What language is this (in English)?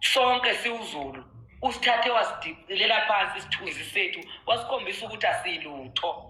Zulu